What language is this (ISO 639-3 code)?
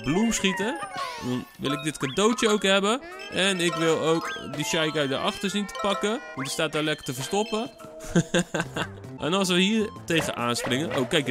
nld